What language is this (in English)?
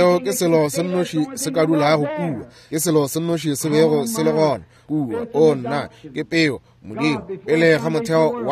Northern Sotho